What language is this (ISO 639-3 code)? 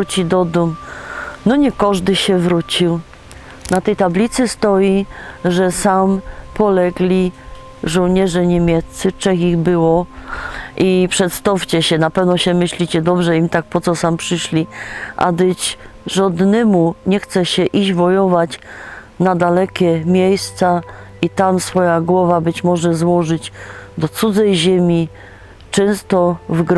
szl